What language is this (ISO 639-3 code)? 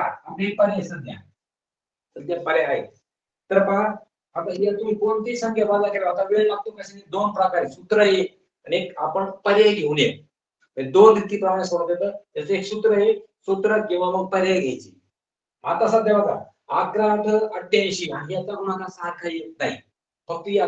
mar